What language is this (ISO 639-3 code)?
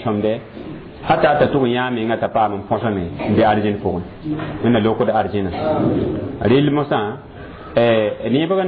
mos